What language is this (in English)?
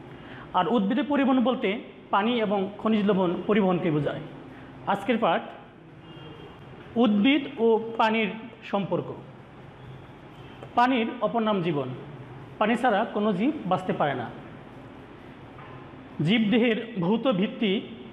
Bangla